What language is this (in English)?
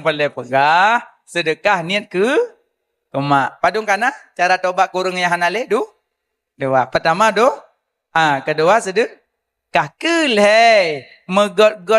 Achinese